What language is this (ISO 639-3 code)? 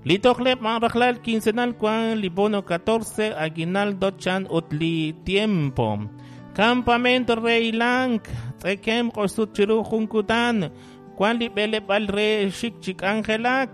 kek